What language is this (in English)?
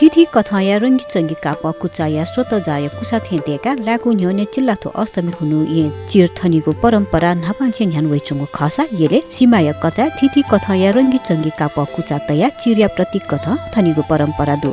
Newari